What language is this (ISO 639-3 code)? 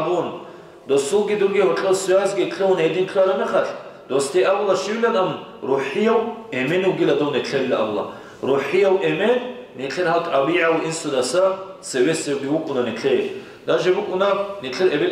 ava